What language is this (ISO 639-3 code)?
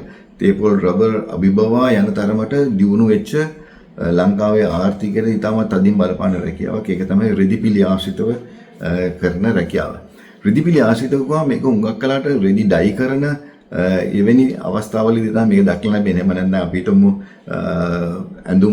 sin